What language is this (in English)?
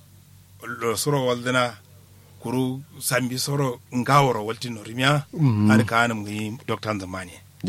Kanuri